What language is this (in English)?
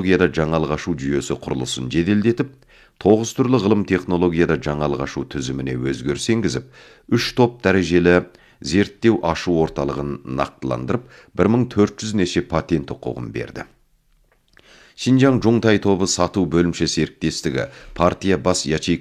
Kazakh